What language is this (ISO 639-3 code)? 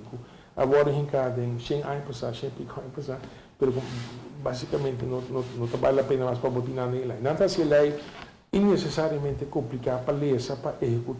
pap